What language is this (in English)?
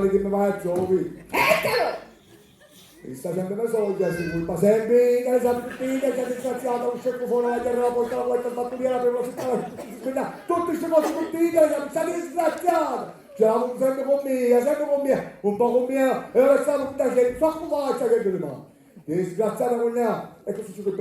Sicilian